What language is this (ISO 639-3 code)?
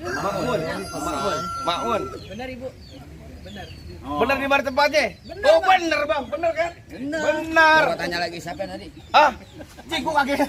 bew